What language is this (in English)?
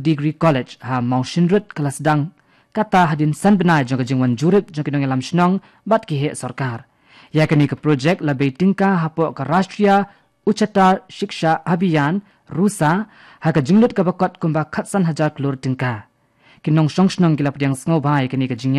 Khasi